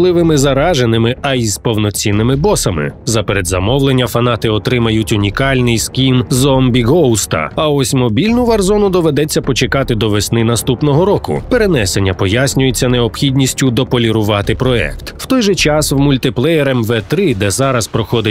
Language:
Ukrainian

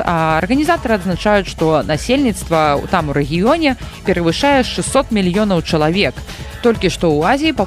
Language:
Belarusian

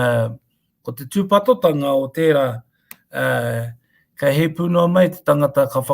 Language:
Māori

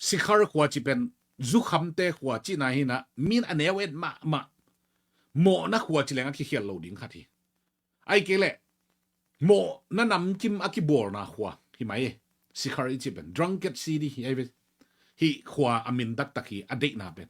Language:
Tedim Chin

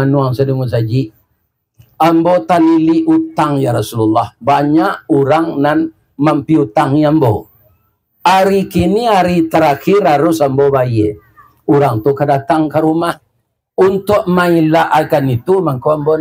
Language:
Minangkabau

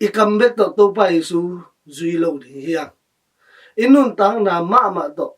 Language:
Tedim Chin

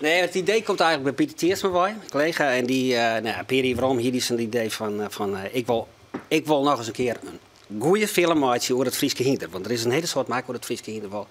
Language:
Western Frisian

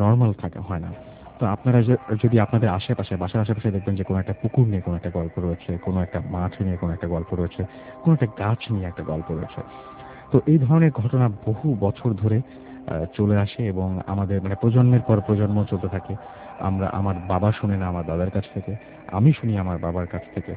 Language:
Bangla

